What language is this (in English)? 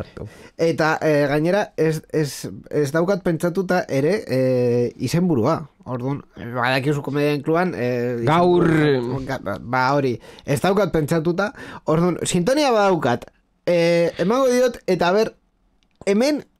Basque